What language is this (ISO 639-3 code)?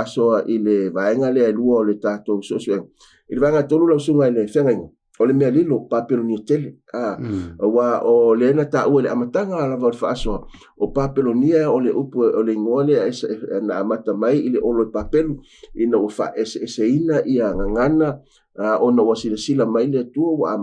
smo